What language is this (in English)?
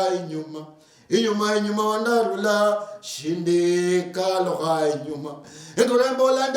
Luyia